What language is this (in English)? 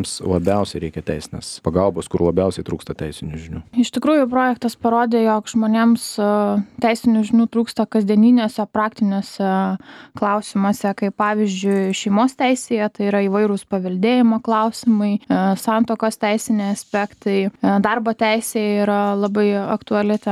Lithuanian